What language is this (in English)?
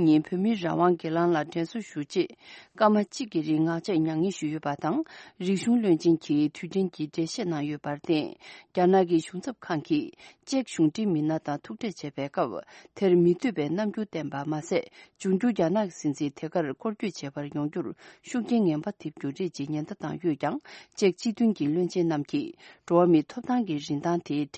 Tibetan